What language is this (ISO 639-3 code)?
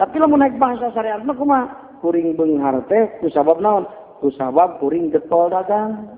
sun